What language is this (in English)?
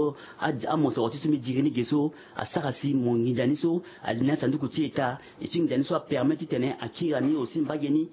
Sango